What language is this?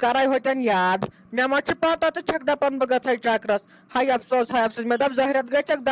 Kashmiri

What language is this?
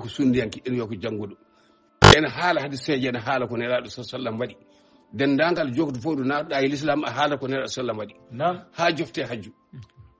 Fula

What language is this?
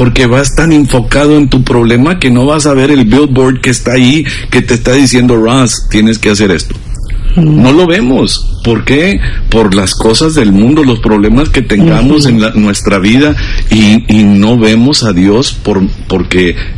Spanish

